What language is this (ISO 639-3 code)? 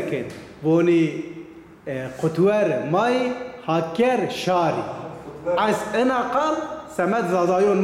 zza